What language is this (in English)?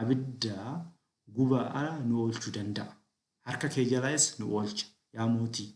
Oromo